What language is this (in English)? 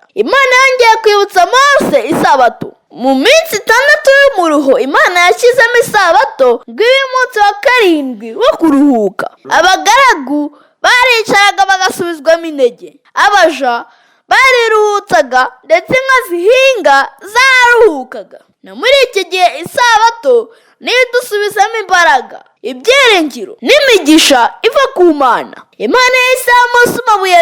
Kinyarwanda